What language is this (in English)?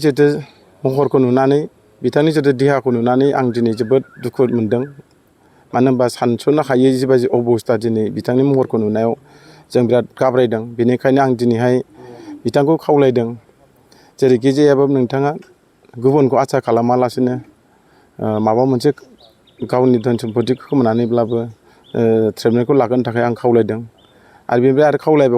Bodo